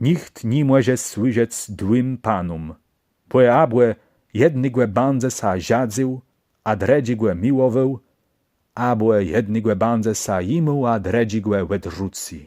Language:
Kashubian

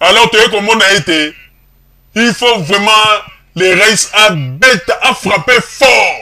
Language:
Lingala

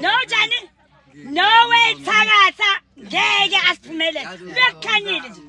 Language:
Zulu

